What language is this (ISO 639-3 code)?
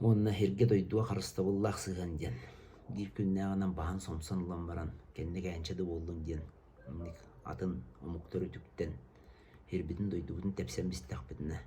sah